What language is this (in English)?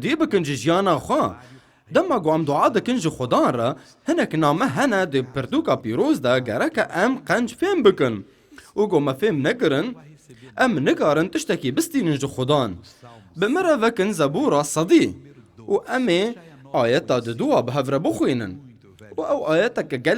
Kurdish